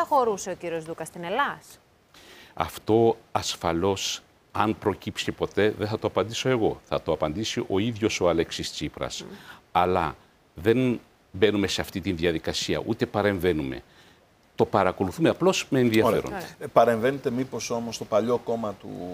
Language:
Greek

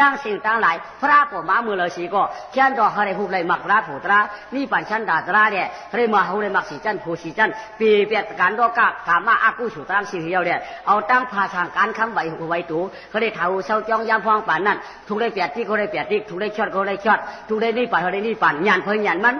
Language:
Shan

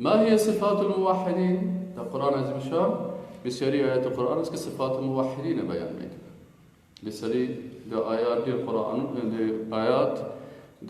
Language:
Persian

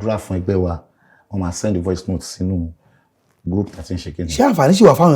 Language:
Yoruba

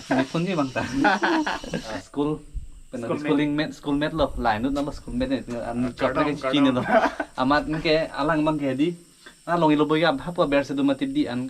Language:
Karbi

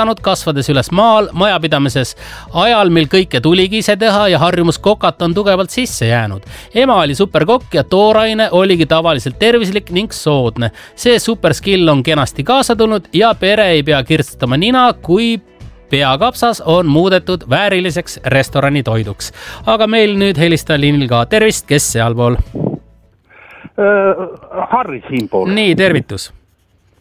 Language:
Estonian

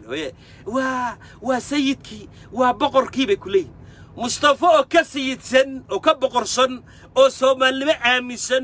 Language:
Somali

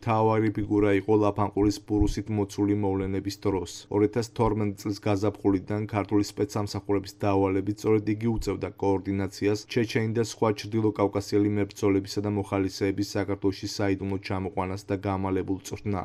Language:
Georgian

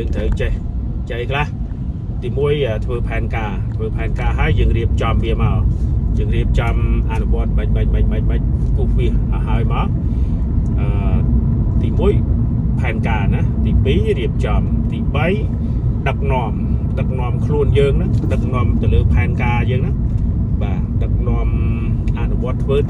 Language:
Khmer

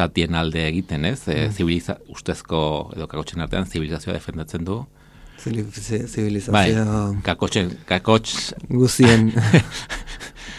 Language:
Basque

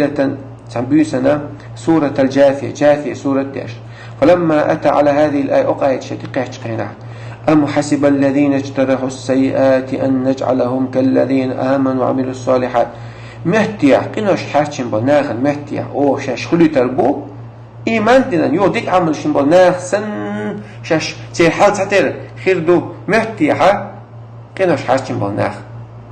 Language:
Chechen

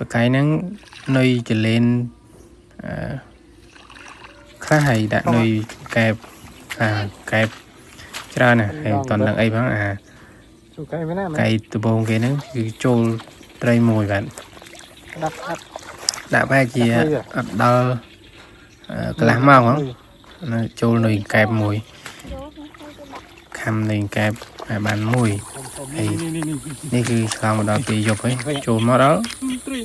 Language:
Khmer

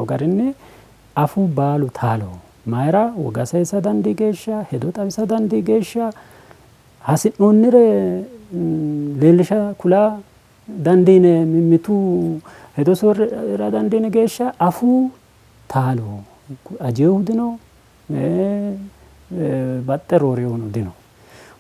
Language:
Sidamo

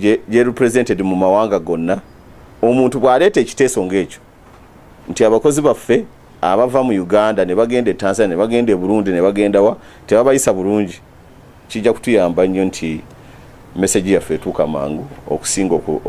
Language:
Ganda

